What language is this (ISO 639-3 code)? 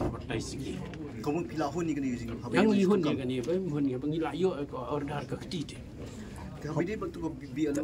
kha